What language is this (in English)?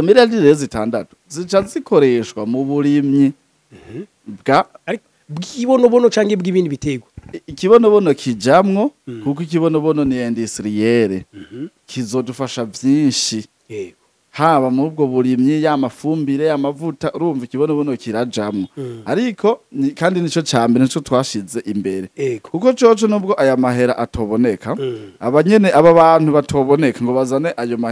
Rundi